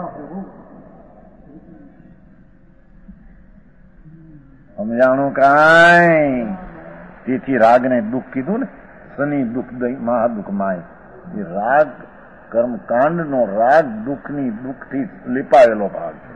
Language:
Gujarati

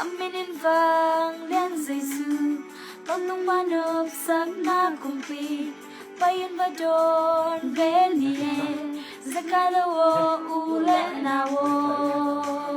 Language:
Tedim Chin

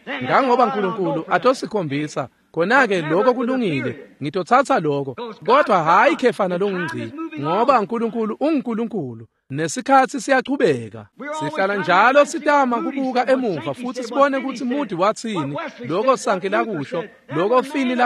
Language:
Swati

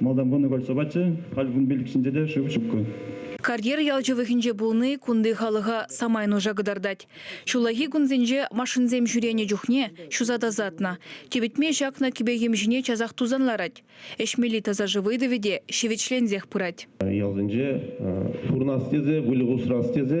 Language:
Chuvash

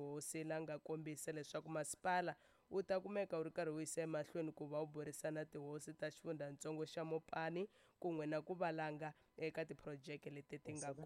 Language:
Tsonga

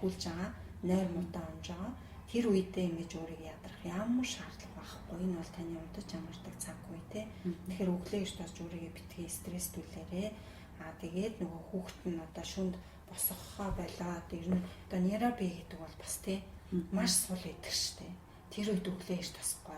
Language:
Mongolian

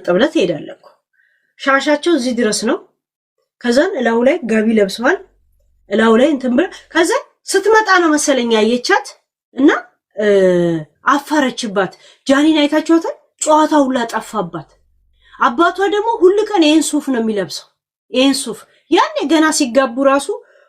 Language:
Amharic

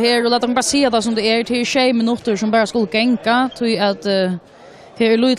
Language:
Faroese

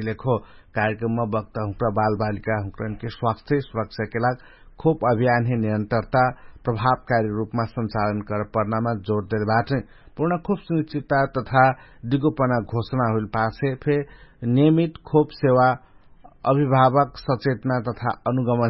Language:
Dangaura Tharu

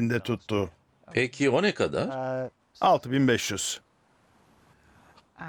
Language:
Turkish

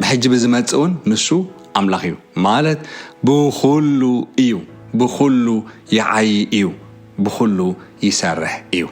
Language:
Tigrinya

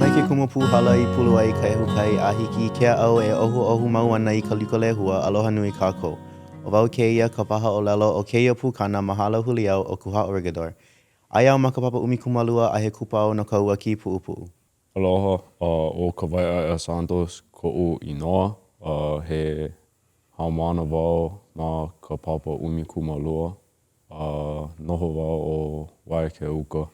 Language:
Hawaiian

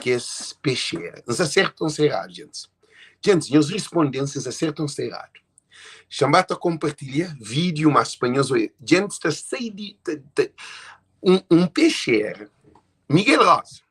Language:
Kabuverdianu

